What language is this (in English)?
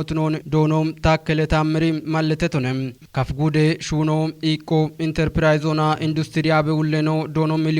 Kafa